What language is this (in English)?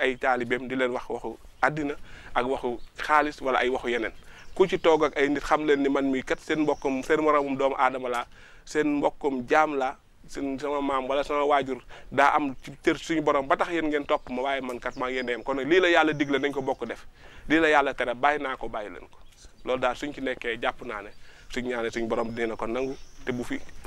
Wolof